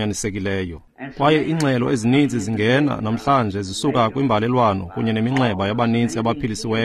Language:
Xhosa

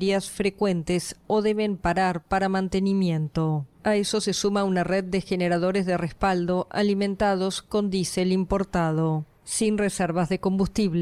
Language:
Spanish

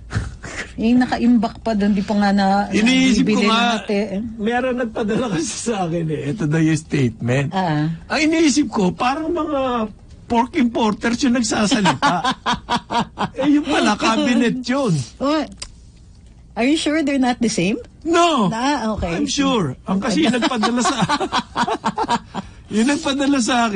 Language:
Filipino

